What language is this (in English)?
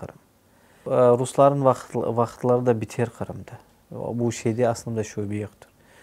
Crimean Tatar